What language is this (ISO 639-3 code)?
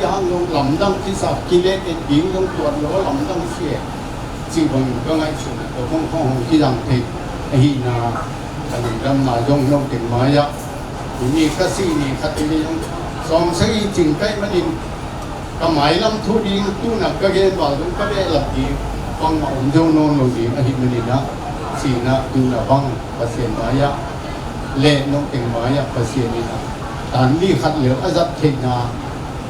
ctd